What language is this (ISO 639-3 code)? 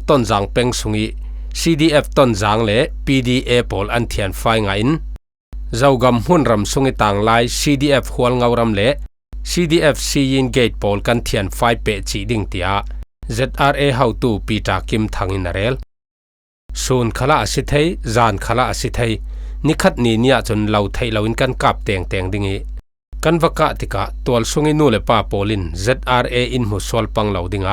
cfm